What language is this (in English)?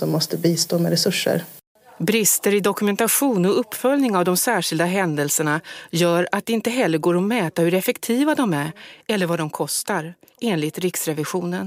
Swedish